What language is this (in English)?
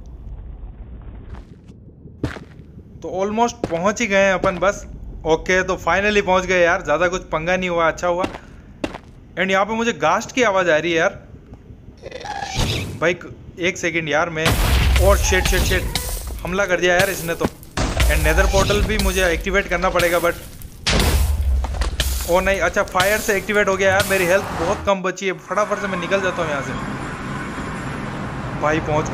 Hindi